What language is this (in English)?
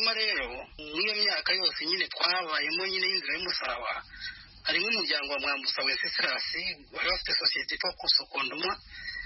Kinyarwanda